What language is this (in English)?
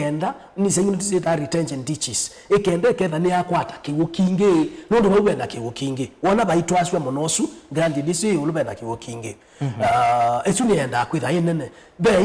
Kamba